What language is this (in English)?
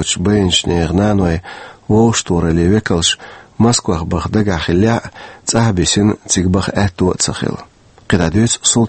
Chechen